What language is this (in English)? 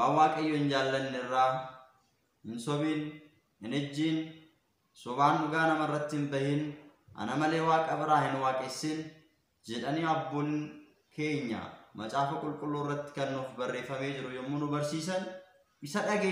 Oromo